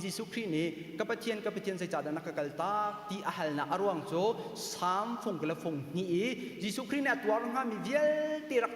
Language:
Hakha Chin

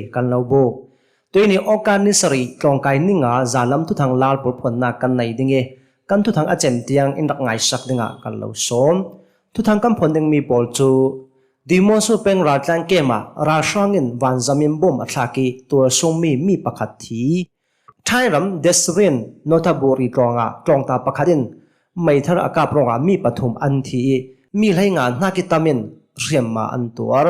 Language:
Hakha Chin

